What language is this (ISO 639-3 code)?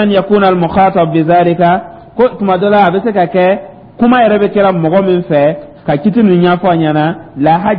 dyu